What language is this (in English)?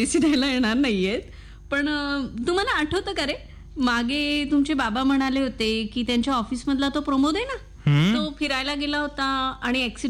Marathi